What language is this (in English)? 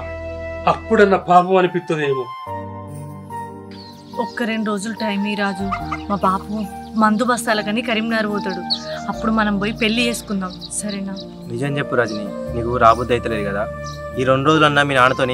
Telugu